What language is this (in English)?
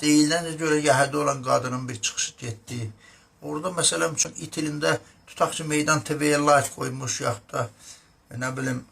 Azerbaijani